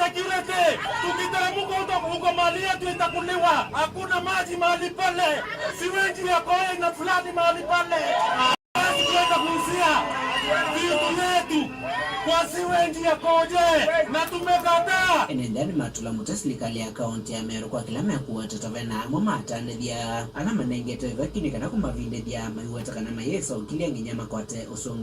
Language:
Kamba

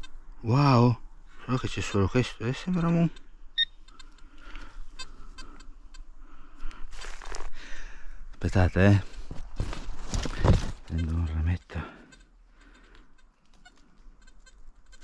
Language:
Italian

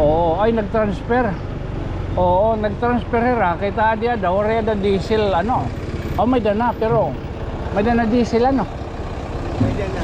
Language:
Waray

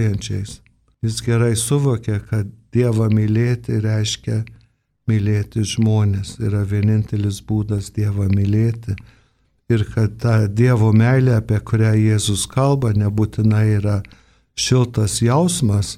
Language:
Lithuanian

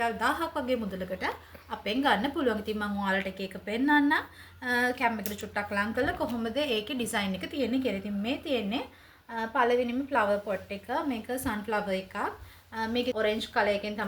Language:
Sinhala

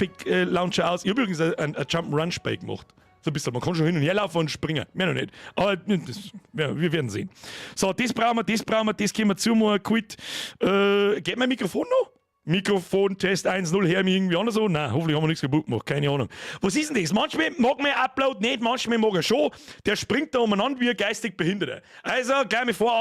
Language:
Bavarian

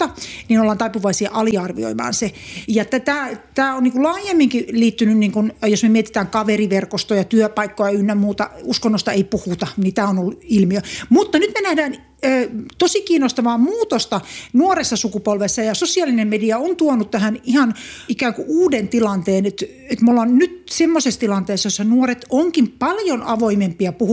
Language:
Finnish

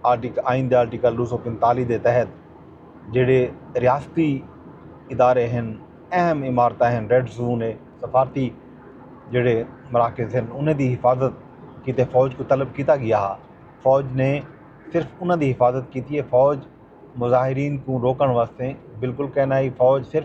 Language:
Saraiki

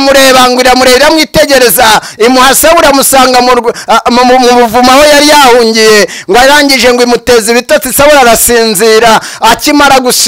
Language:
Kinyarwanda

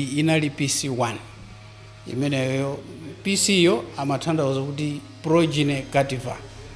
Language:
Nyanja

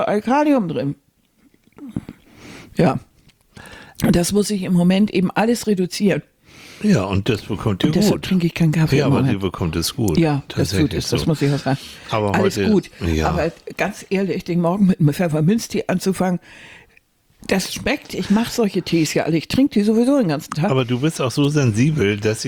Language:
German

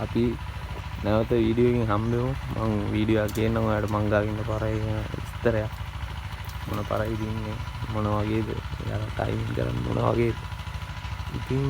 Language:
Sinhala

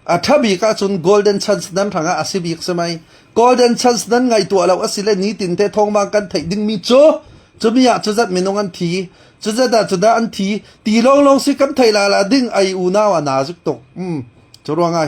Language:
Falam Chin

